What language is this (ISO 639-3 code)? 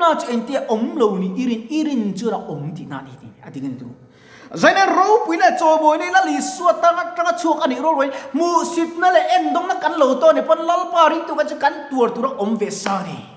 lus